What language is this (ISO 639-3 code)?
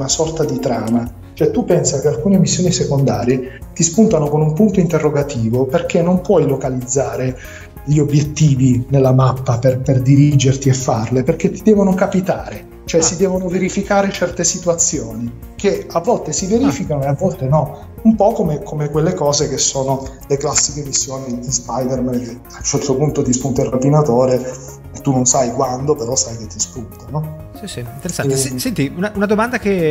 ita